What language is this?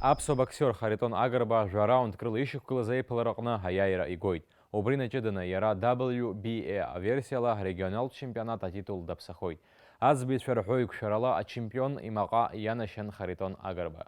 Abkhazian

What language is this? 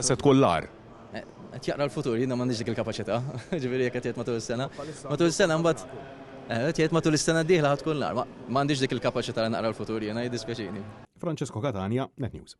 Maltese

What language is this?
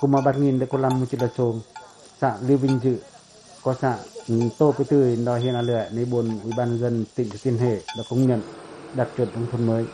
Pacoh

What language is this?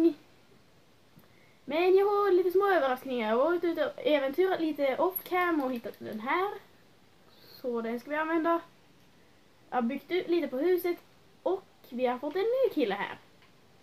Swedish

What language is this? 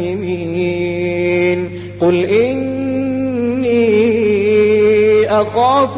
Arabic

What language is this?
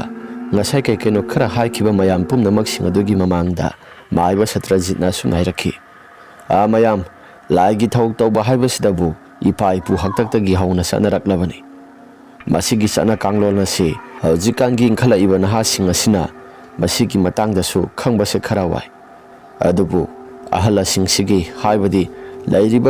Manipuri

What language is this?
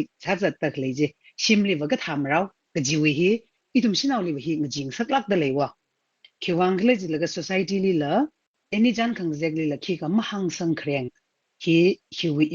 Tangkhul Naga (India)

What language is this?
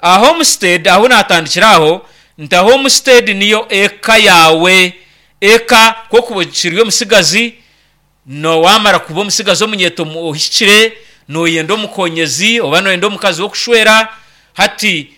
Nyankole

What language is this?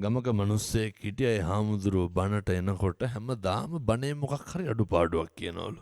Sinhala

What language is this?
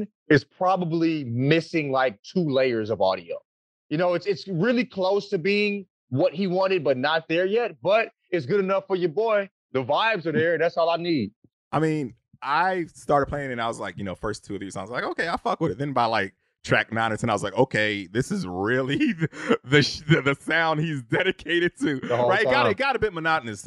English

